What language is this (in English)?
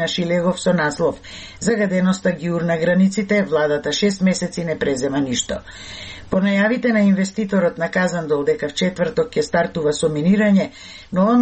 Macedonian